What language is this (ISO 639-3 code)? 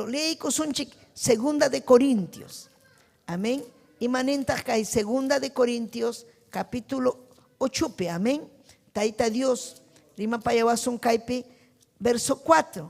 quy